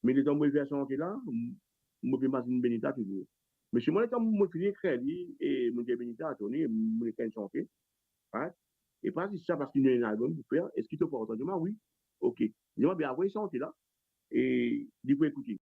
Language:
Morisyen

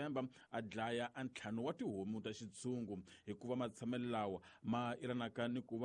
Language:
Tsonga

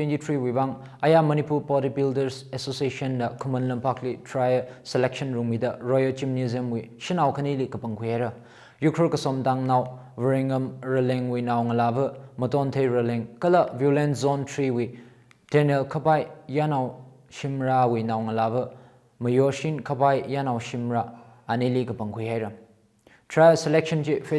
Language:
Tangkhul Naga (India)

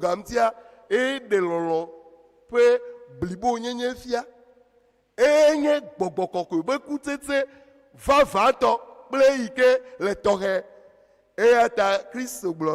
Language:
Ewe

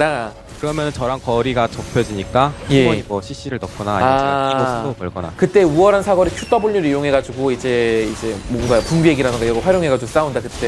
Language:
Korean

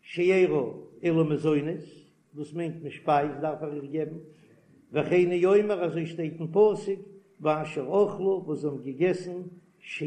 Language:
Yiddish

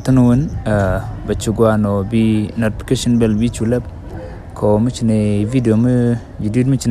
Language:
Nuer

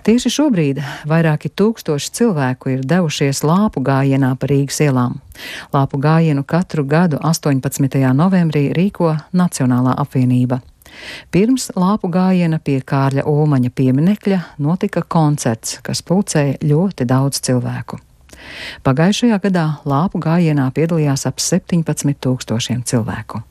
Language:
Latvian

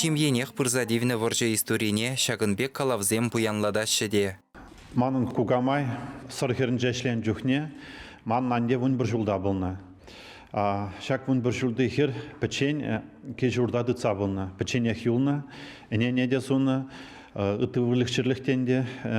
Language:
Chuvash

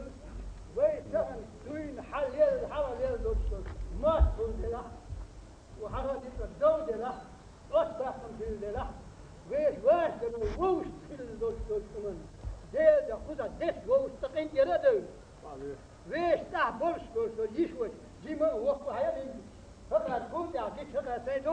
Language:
Chechen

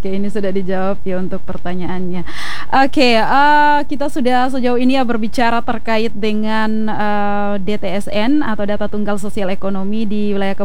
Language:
Indonesian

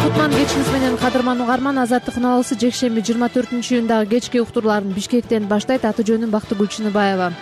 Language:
Kyrgyz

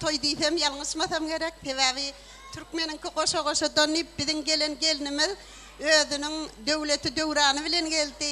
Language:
Turkmen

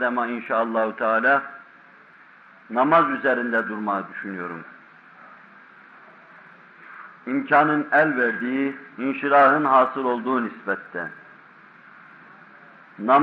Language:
Turkish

